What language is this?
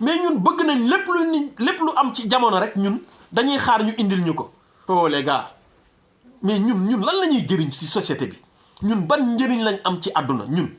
Wolof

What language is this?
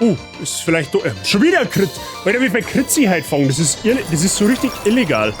Bavarian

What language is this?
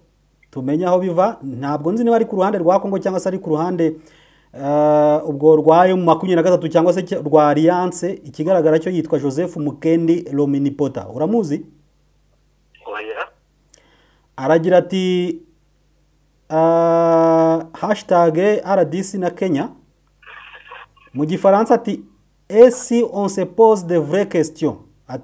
Kinyarwanda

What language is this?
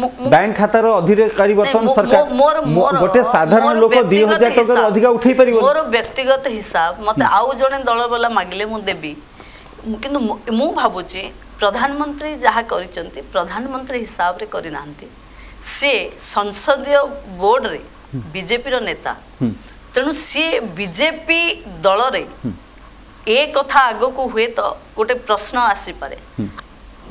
Odia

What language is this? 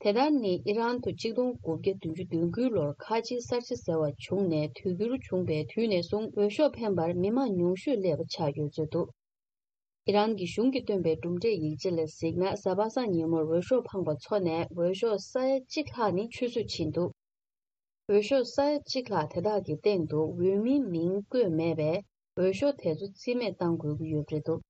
Tibetan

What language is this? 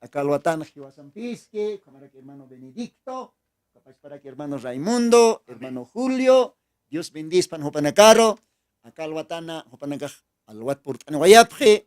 Aymara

